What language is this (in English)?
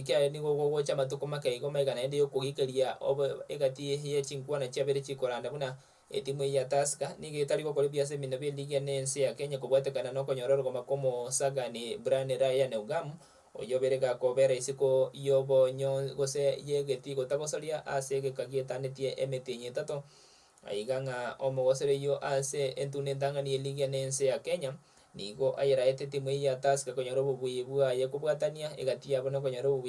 Gusii